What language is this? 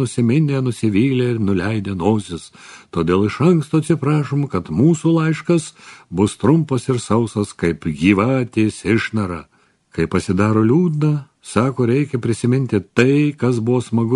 Lithuanian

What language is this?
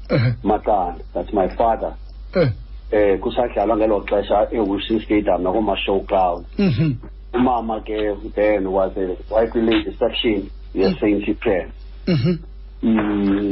Xhosa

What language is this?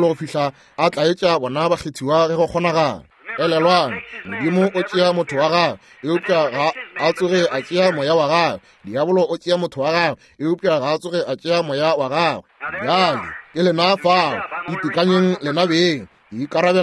Northern Sotho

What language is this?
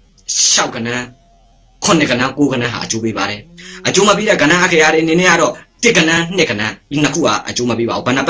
Burmese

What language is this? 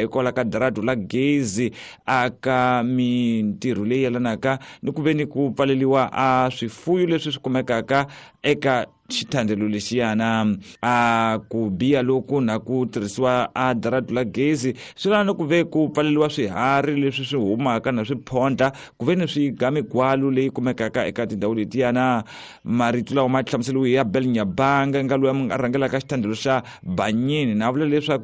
Tsonga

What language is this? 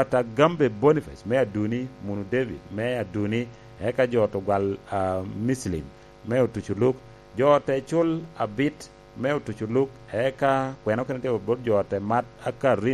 Lango (Uganda)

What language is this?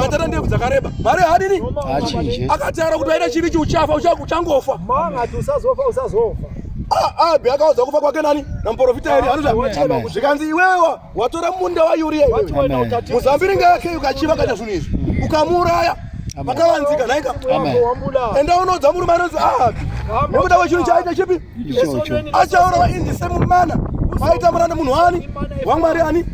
Shona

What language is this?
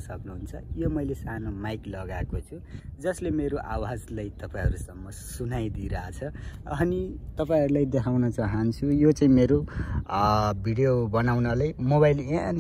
Nepali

